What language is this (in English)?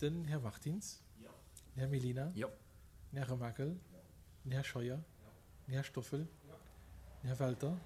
Luxembourgish